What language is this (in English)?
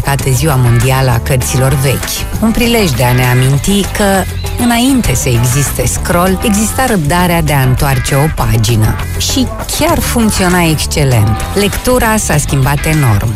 Romanian